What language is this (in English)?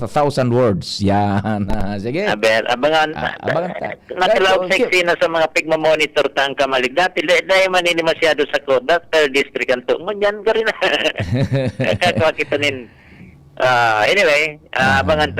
Bikol